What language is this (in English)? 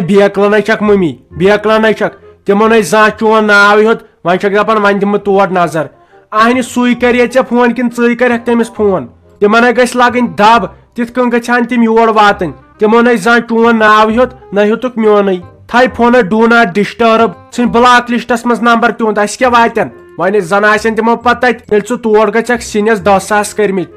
Kashmiri